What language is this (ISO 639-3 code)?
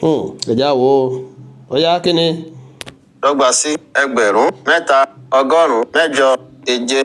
yor